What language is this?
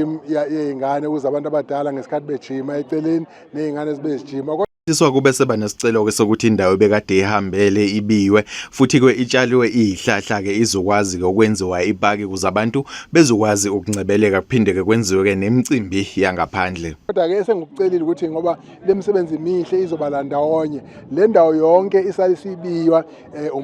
Zulu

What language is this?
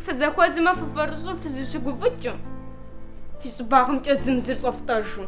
Kabardian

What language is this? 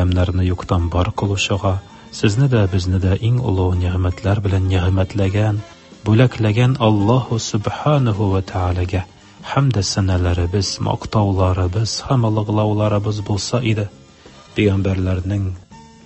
Tatar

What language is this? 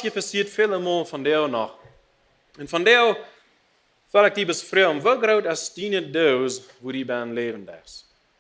Plautdietsch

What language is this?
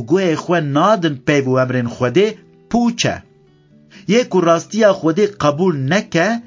Kurdish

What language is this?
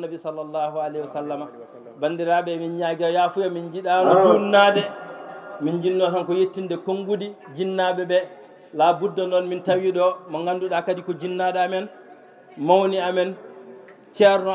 Fula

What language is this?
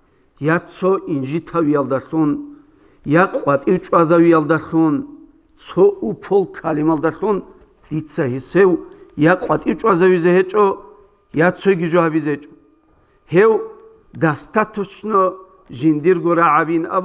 Avaric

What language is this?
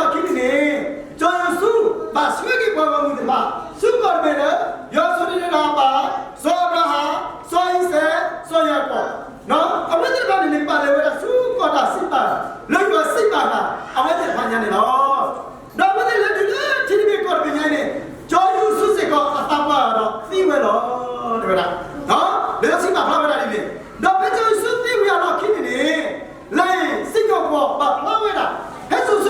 S'gaw Karen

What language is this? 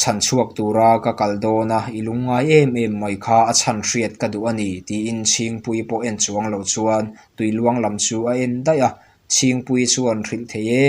Mizo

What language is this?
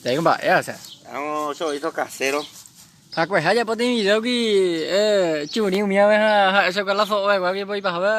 Guarani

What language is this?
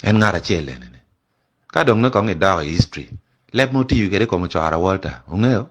Acoli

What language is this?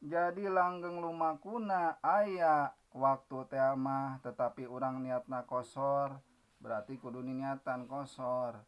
Sundanese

